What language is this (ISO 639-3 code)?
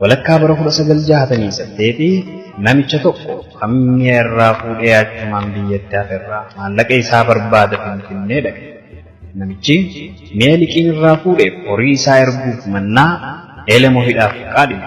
orm